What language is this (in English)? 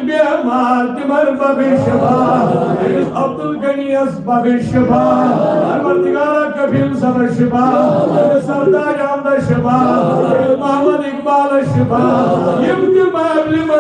Kashmiri